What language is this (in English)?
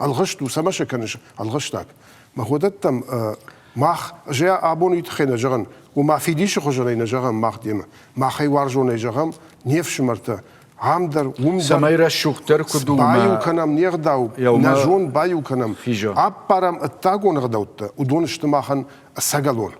Ossetic